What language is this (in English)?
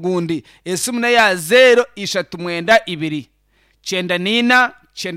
Nyankole